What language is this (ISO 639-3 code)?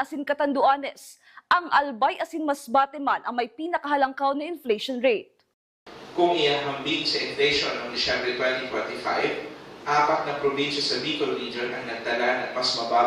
bik